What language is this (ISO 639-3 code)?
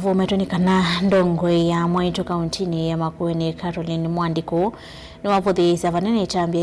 kam